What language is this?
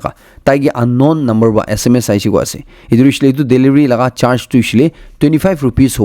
Naga Pidgin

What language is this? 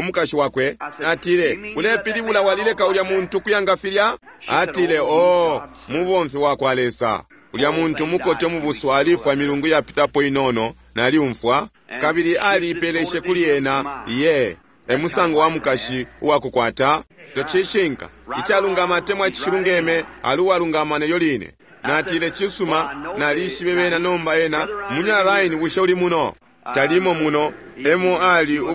Bemba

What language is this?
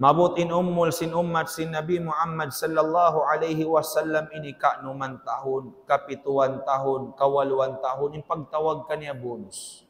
Tausug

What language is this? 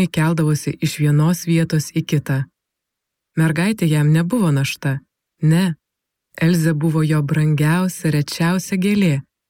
Lithuanian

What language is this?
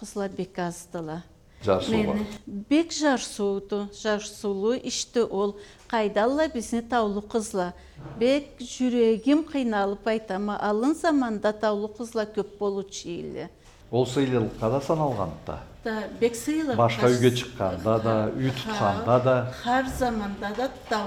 Karachay-Balkar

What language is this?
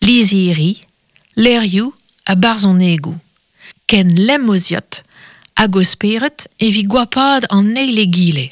Breton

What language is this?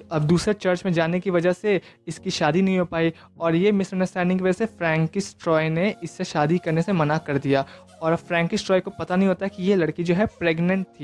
Hindi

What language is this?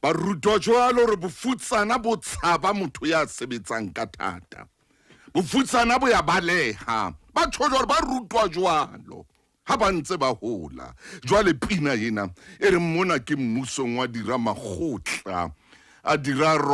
Southern Sotho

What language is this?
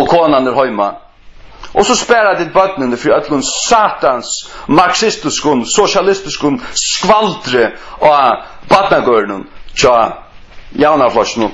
Faroese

